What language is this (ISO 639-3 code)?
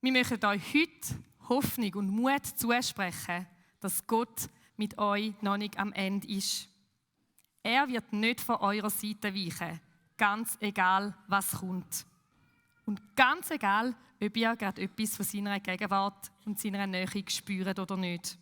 gsw